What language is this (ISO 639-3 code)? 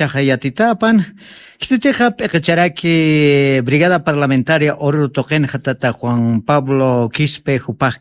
aym